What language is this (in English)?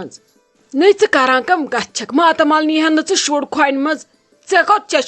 Kashmiri